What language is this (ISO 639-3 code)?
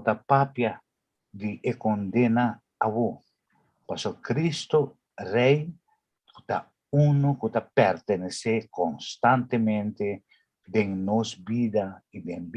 pap